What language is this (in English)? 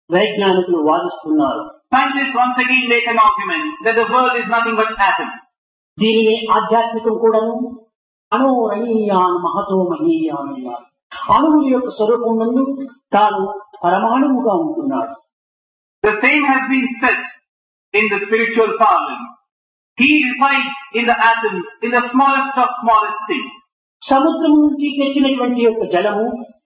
Telugu